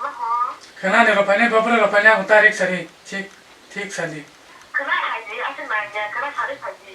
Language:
Kok Borok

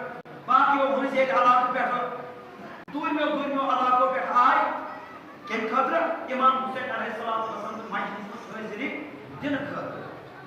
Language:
Kashmiri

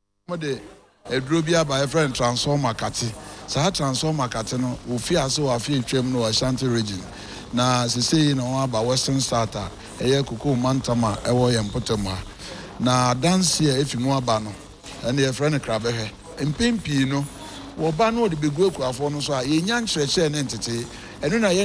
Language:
Akan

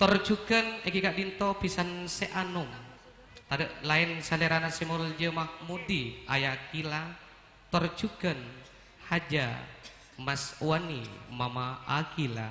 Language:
Madurese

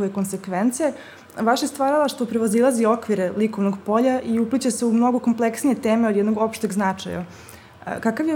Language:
Serbian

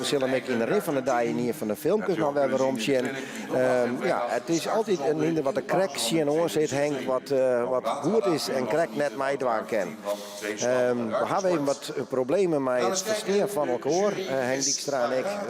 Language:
Western Frisian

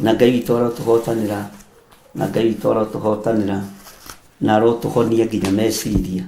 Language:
Kikuyu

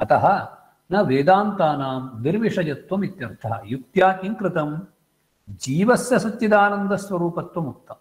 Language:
Sanskrit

